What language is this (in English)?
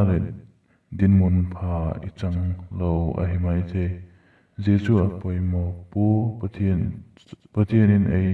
Vaiphei